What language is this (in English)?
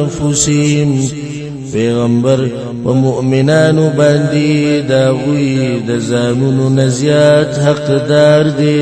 Pashto